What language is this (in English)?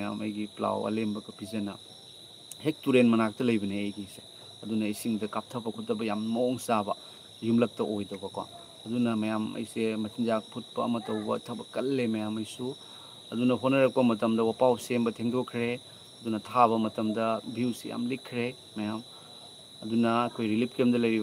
Manipuri